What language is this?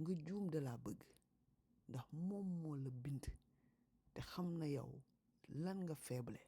Wolof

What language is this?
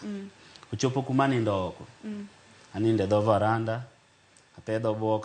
Luo (Kenya and Tanzania)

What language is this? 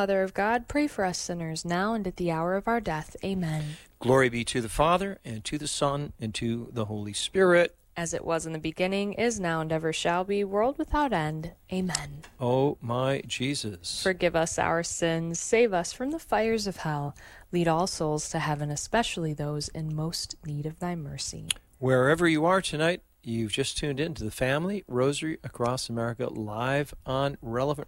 English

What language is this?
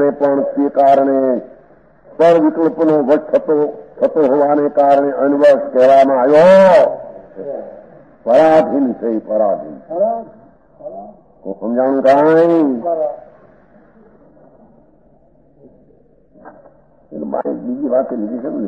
Gujarati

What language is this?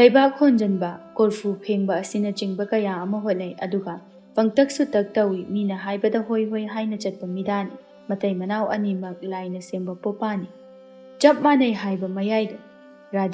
Manipuri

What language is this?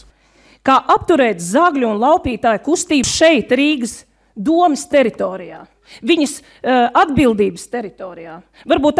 Latvian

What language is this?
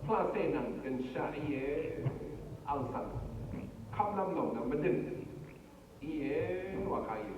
Rawang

